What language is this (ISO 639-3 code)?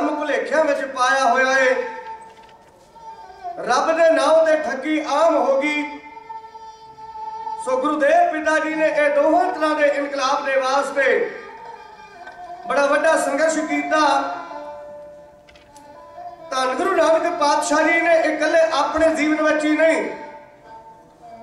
pan